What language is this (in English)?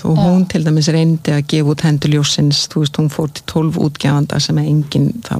Icelandic